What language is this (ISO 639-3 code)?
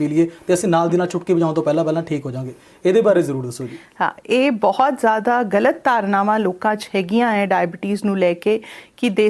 pan